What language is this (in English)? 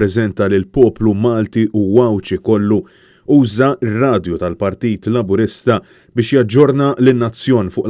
Maltese